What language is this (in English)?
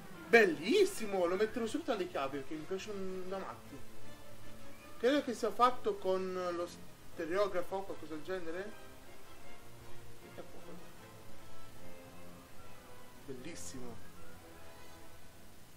Italian